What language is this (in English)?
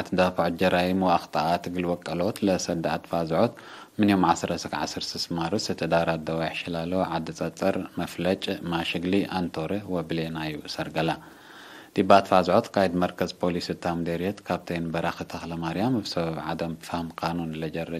Tigre